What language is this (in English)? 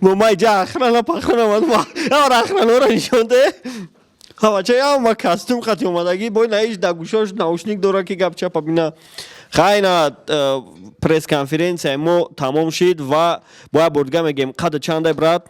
Tajik